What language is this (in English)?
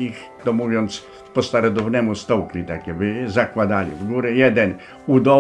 Polish